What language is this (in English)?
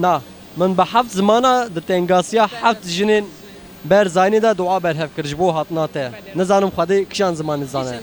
Kurdish